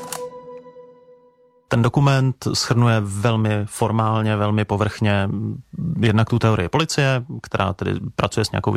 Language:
Czech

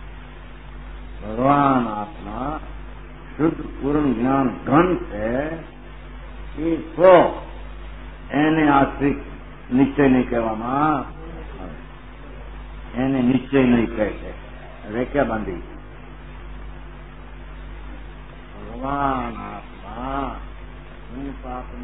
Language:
Gujarati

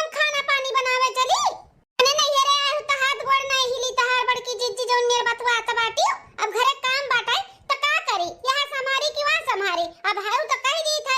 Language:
Awadhi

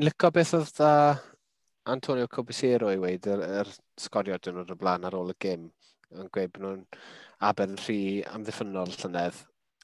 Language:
Welsh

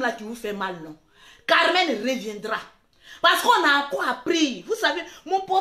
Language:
French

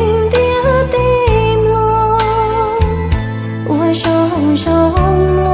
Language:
Hmong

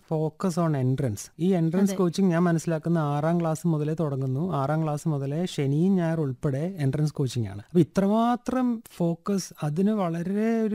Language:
Malayalam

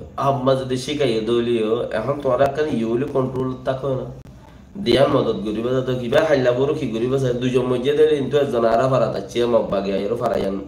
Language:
Rohingya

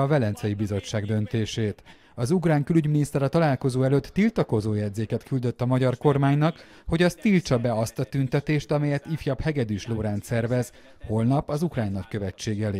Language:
Hungarian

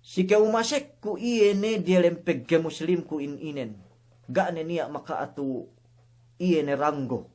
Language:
Yakan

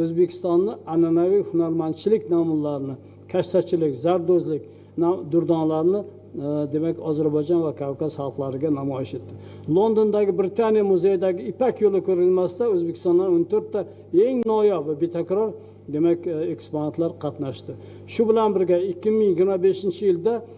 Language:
Uzbek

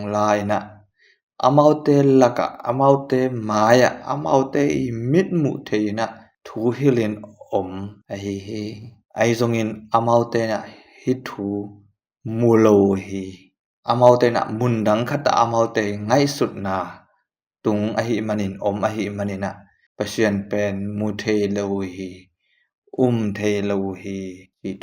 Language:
Tedim Chin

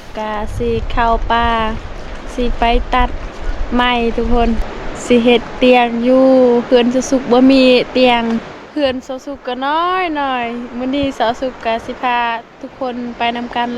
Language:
Lao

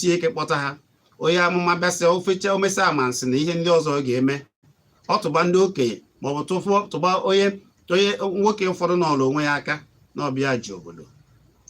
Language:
Igbo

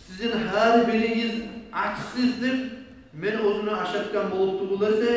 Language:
Kumyk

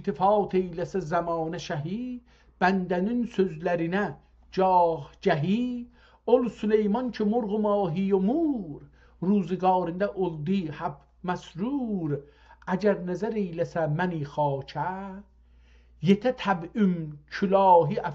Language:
South Azerbaijani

